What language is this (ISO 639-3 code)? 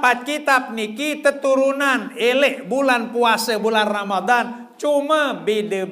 sas